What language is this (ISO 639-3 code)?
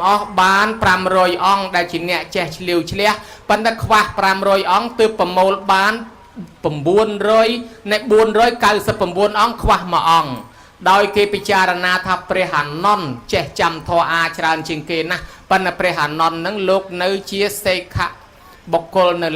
khm